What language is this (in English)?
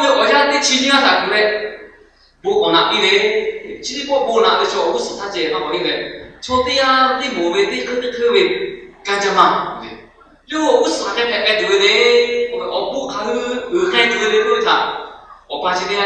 Lahu